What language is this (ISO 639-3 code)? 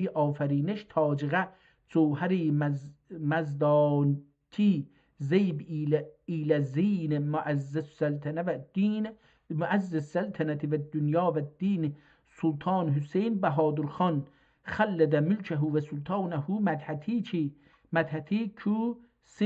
azb